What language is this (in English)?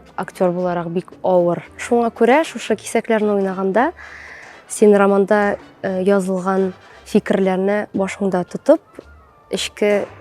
Tatar